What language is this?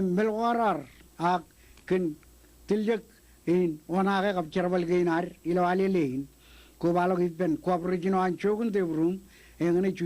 Marshallese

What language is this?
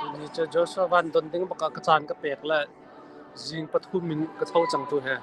Hakha Chin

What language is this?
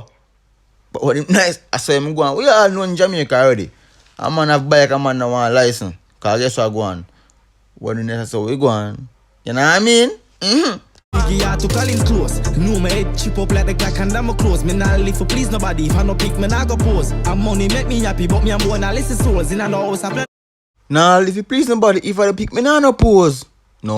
Jamaican Creole English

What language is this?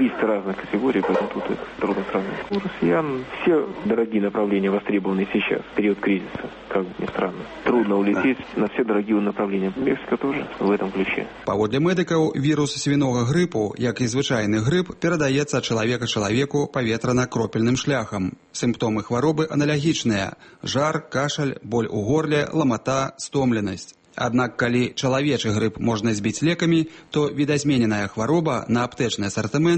Belarusian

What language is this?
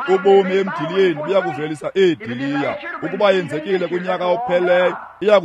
Xhosa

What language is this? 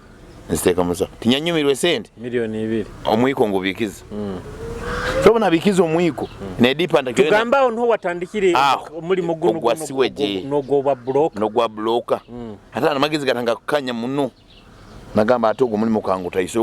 Nyoro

